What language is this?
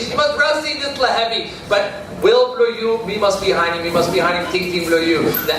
Tok Pisin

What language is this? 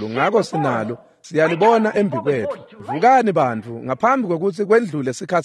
Swati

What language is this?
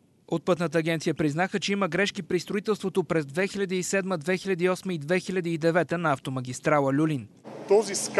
Bulgarian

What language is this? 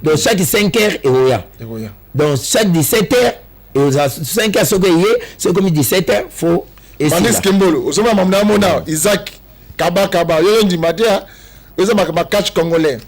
Lingala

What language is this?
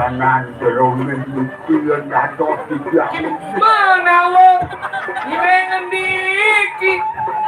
Balinese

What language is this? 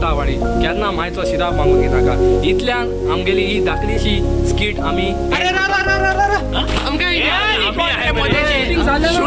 Konkani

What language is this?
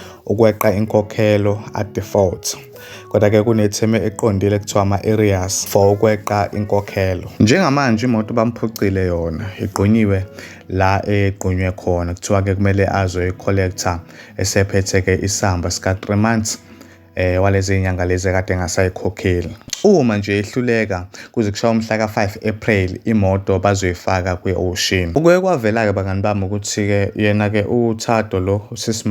Zulu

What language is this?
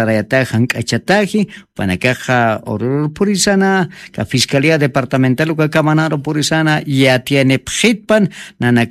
Aymara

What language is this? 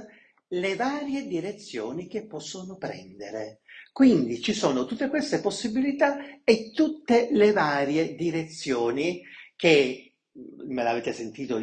Italian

